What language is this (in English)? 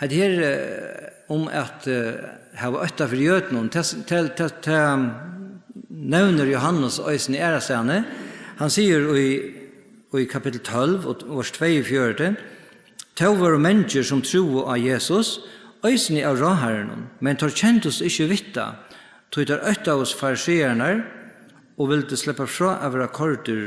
Faroese